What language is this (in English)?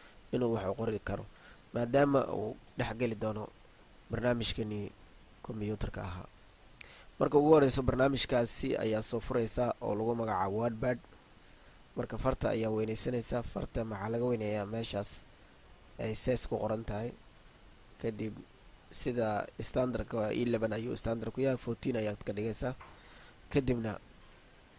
Somali